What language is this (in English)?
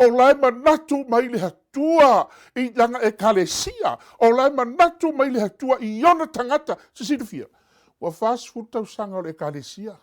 Samoan